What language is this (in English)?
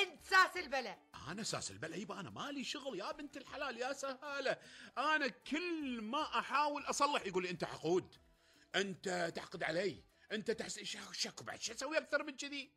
Gulf Arabic